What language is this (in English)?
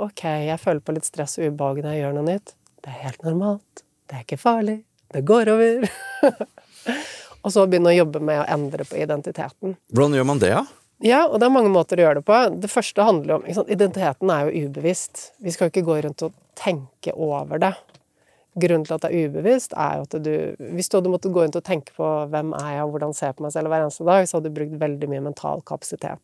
Norwegian